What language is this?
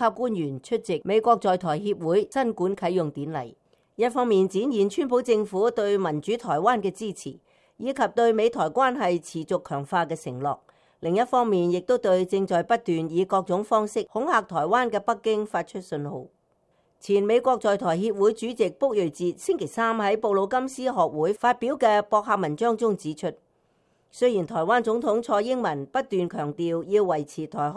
Cantonese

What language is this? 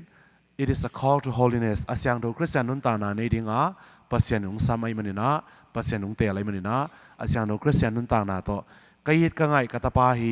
Tedim Chin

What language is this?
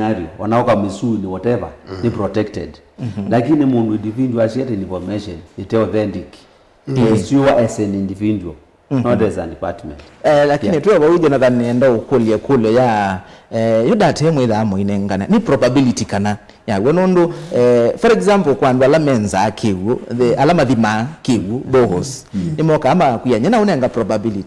Kamba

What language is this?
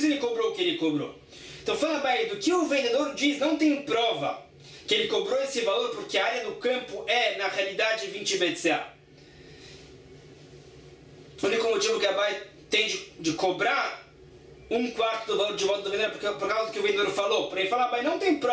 Portuguese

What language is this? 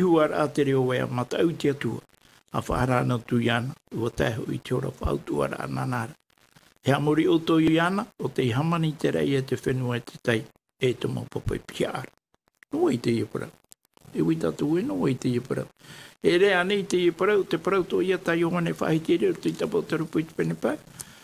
Tahitian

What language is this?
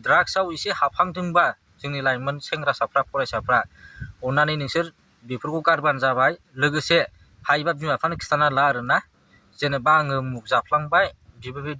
Bodo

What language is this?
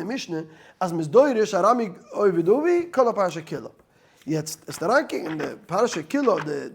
Yiddish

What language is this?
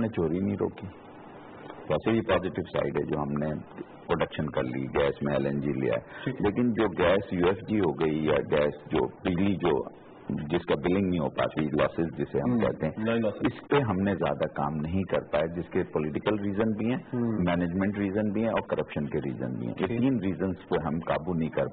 Urdu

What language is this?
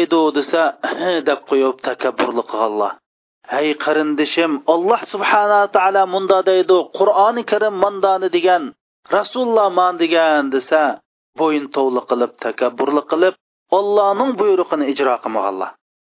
Uyghur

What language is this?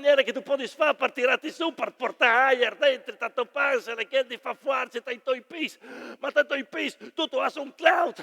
Friulian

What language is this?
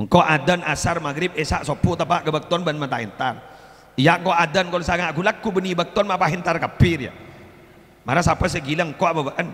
Madurese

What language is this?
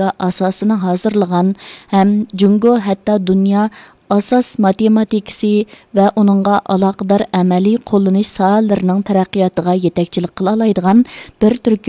Uyghur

